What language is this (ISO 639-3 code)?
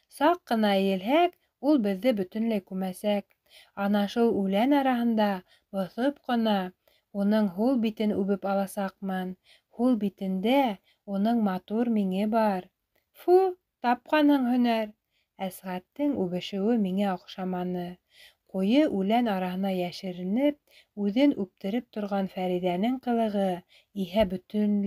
bak